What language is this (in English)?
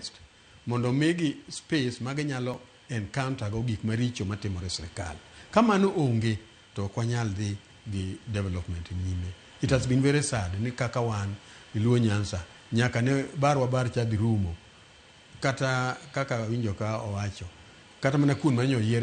Luo (Kenya and Tanzania)